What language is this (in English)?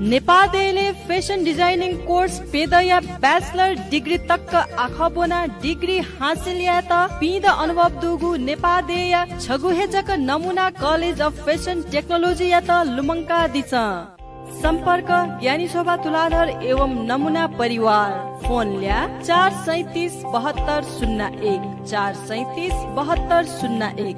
Newari